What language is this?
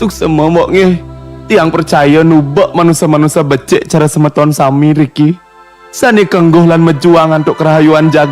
Balinese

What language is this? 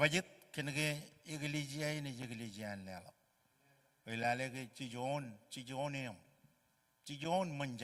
Marshallese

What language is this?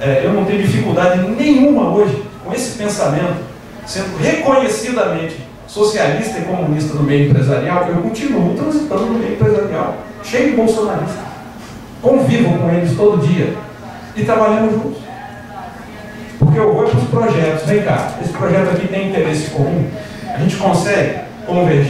Portuguese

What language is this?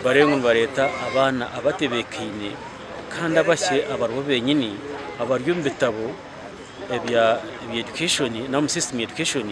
Nyankole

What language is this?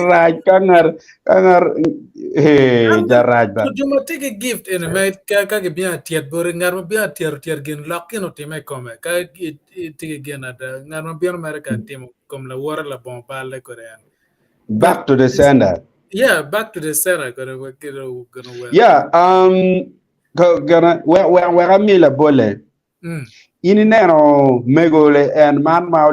Acoli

